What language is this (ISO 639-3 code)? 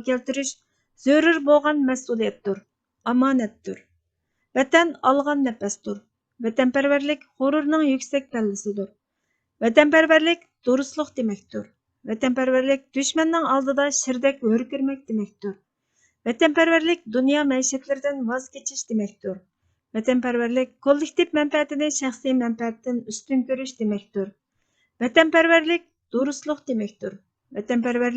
uig